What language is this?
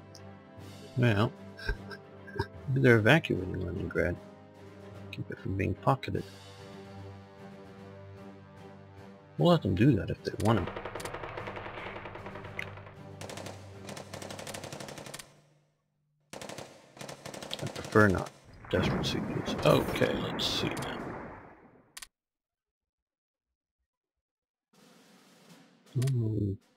English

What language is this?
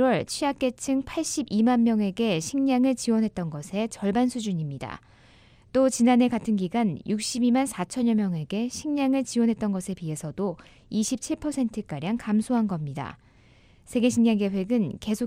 Korean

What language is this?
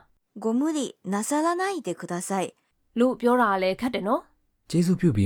Burmese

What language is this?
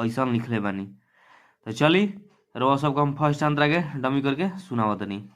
Bhojpuri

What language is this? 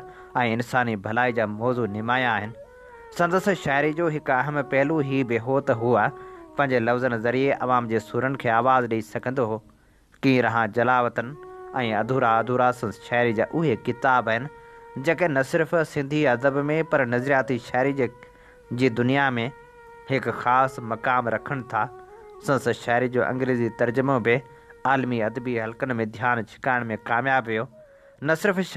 Sindhi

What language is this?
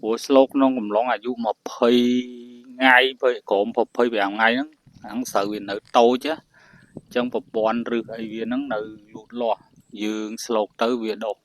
Khmer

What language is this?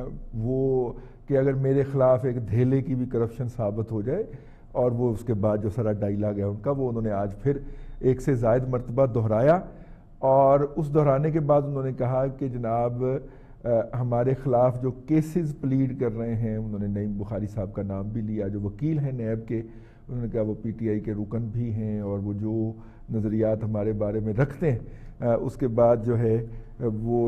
Urdu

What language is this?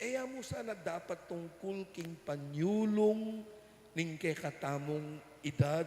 Pampanga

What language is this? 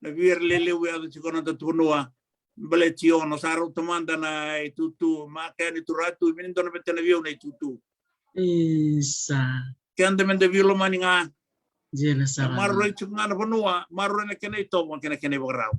Fijian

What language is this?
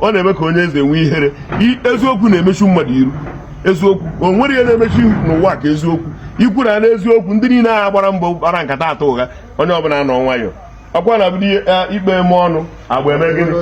Igbo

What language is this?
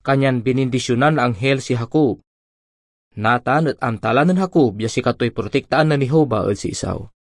Pangasinan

